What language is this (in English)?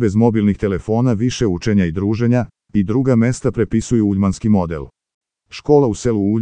Serbian